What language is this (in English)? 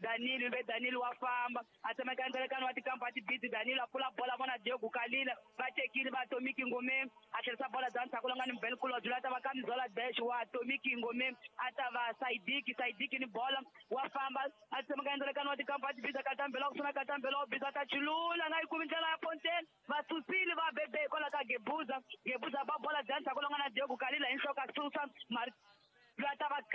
Tsonga